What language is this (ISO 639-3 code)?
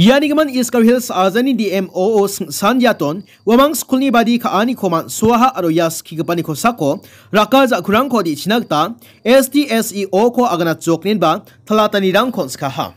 grt